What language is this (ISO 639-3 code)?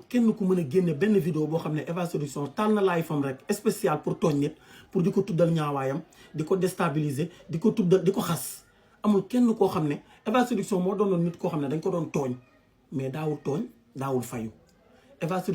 wol